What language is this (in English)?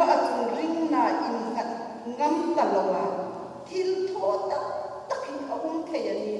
Hmar